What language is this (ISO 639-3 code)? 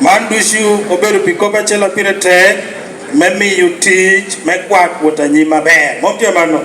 laj